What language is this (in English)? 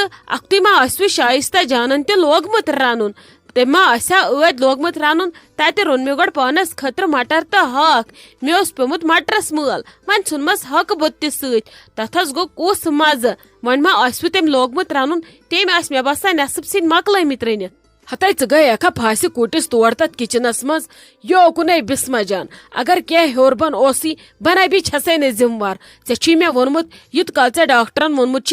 Kashmiri